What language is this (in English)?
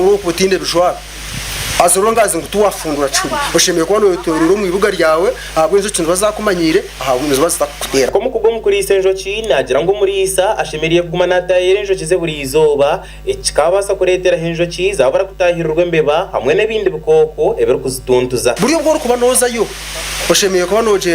Nyankole